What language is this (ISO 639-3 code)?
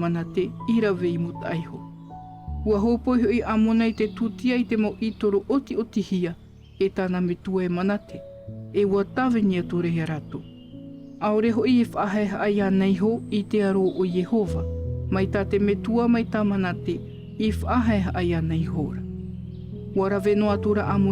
tah